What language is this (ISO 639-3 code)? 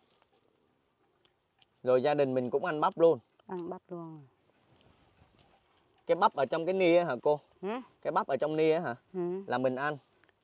vie